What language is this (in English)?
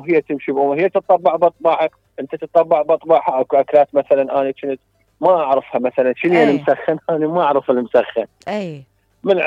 Mesopotamian Arabic